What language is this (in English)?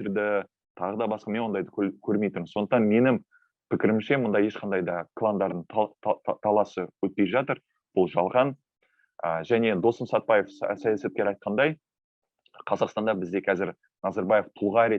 Kazakh